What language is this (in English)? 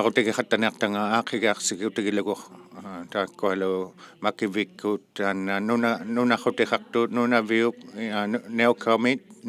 Inuktitut